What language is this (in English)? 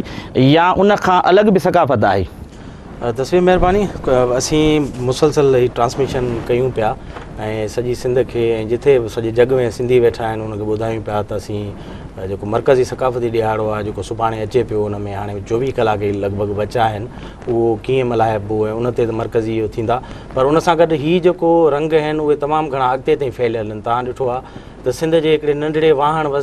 Sindhi